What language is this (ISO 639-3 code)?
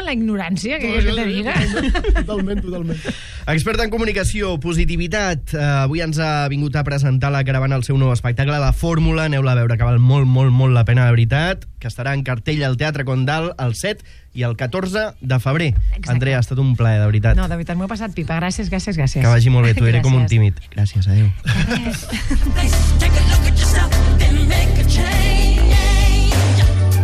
cat